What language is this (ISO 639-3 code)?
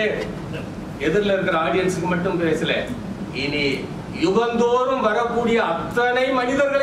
tam